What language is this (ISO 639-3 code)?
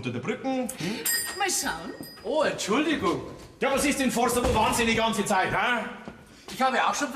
bar